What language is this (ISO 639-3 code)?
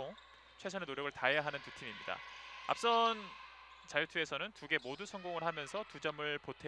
kor